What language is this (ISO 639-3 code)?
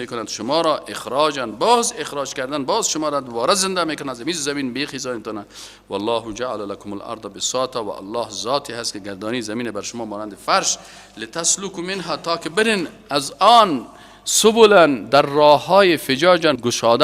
fas